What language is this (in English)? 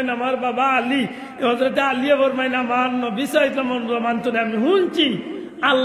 Sylheti